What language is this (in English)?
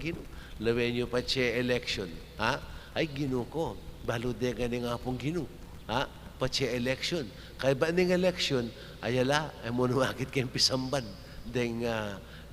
Pampanga